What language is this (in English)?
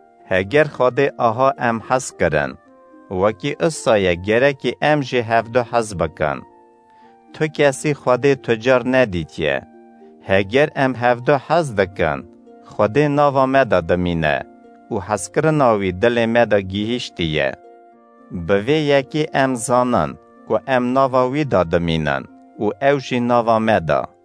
Kurdish